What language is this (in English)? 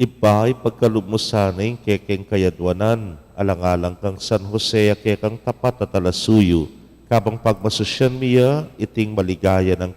Pampanga